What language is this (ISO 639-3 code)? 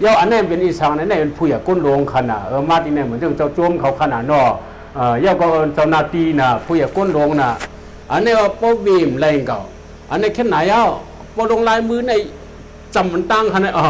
shn